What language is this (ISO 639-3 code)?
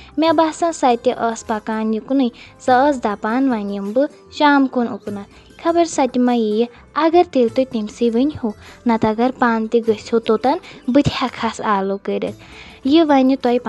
kas